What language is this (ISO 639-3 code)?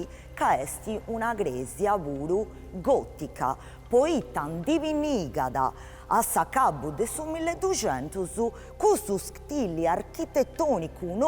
srd